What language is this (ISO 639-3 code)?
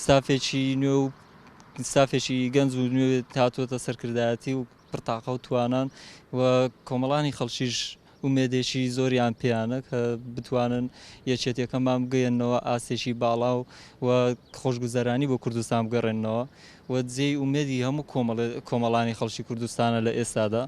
ckb